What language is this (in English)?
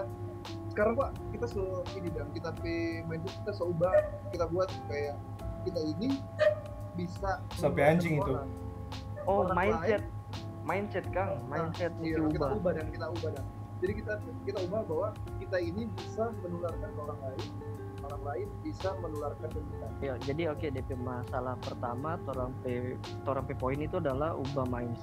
Manado Malay